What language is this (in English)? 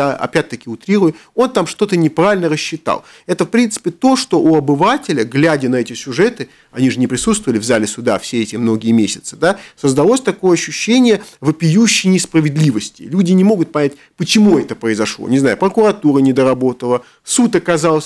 Russian